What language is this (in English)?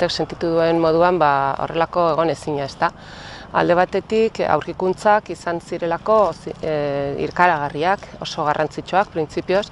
Basque